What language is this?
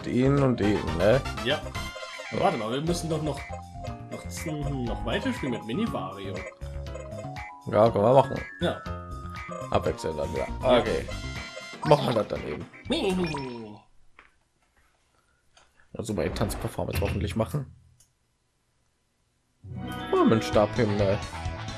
German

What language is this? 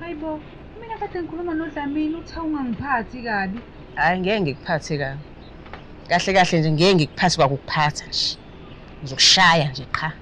Zulu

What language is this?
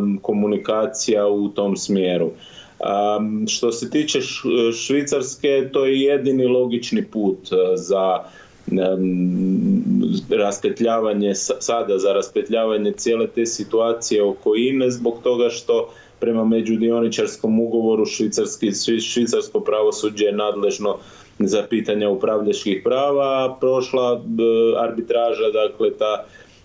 Croatian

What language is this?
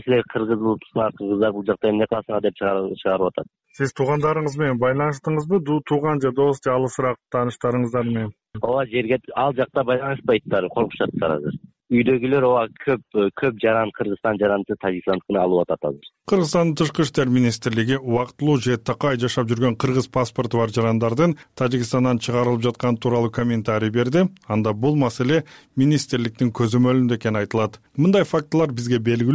Kyrgyz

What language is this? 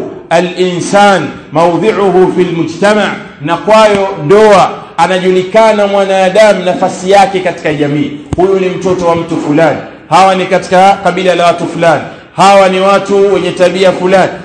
Swahili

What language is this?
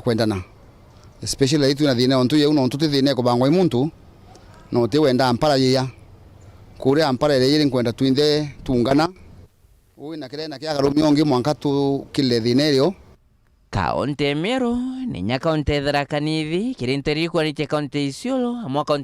Meru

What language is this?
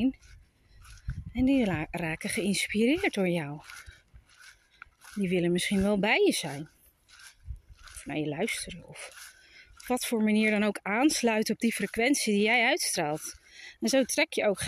Dutch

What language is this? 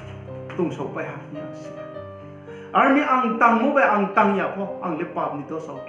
Riang (India)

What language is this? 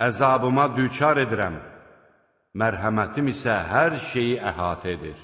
Azerbaijani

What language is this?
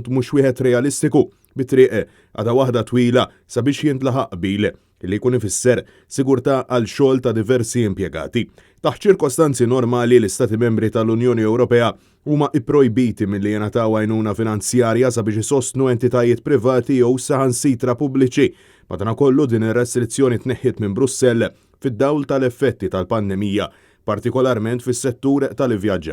Maltese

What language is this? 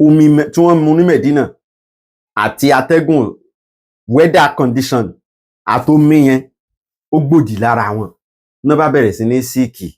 Yoruba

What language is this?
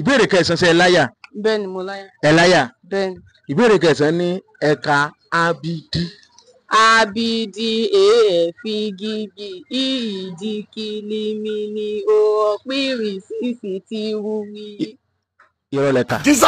Yoruba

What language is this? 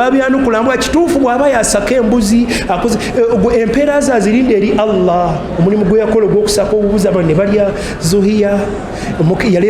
Ganda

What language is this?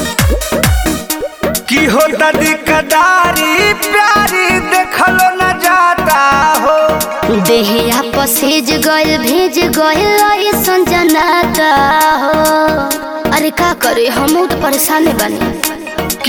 Bhojpuri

